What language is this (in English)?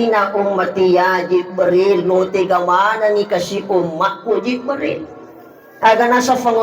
Buginese